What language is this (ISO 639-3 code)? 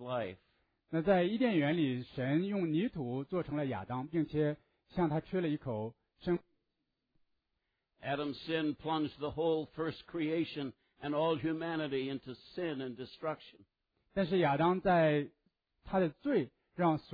zho